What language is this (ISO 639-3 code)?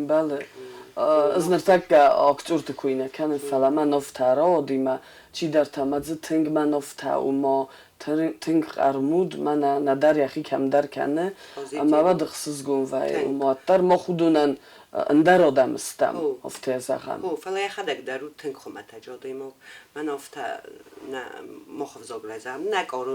oss